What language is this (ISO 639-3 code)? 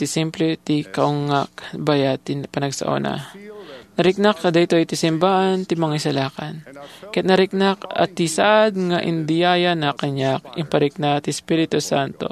ilo